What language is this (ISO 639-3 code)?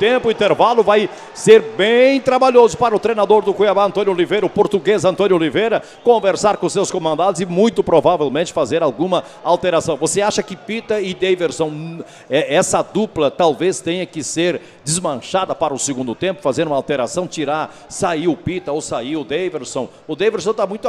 por